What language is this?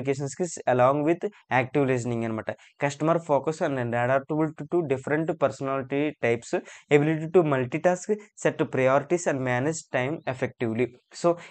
Telugu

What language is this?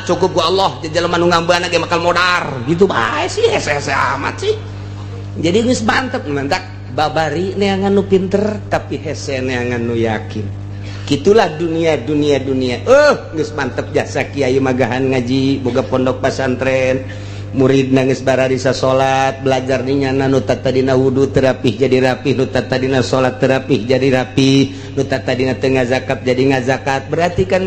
Sundanese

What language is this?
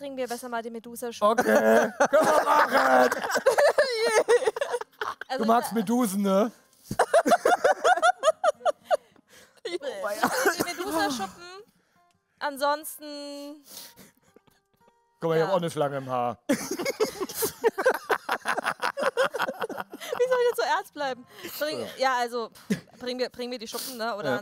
German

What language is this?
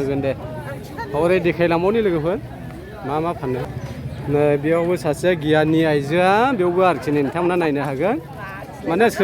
Bodo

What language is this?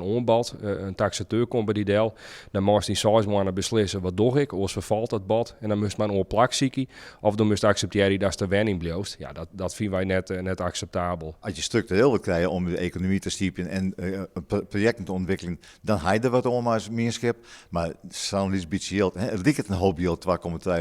Western Frisian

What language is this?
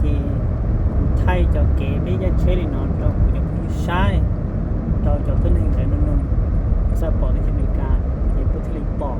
Hmong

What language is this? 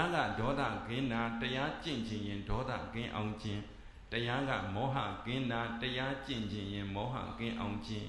Burmese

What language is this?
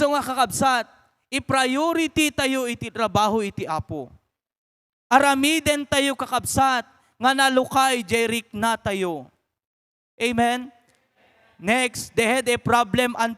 Iloko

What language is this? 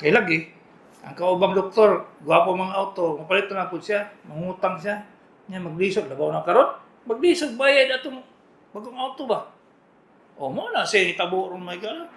Cebuano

